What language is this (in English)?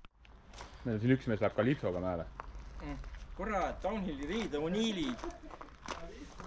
Estonian